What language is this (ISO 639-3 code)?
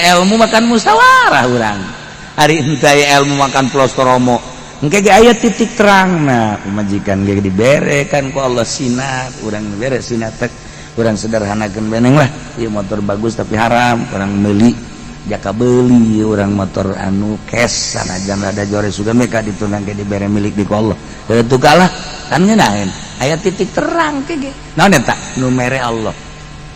sun